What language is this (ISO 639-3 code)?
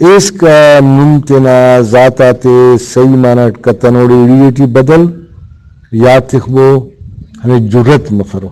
brh